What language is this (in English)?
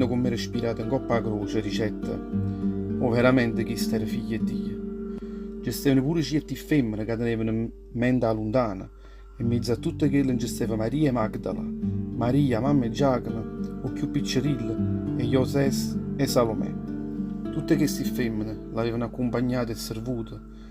Neapolitan